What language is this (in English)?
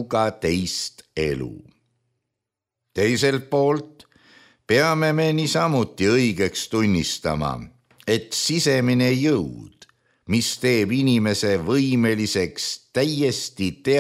Estonian